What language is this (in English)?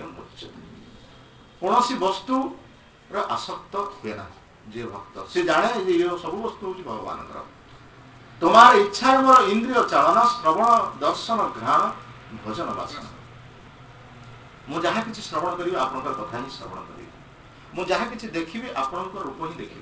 Odia